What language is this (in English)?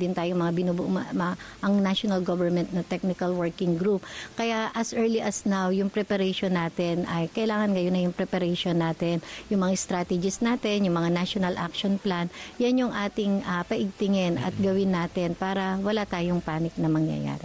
Filipino